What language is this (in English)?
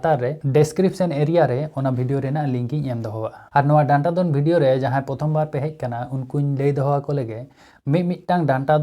Santali